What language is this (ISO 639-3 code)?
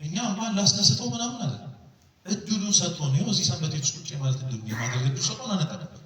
amh